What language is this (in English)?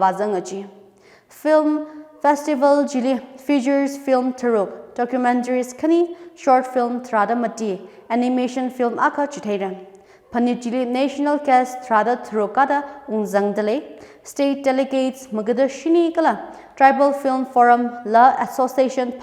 Tangkhul Naga (India)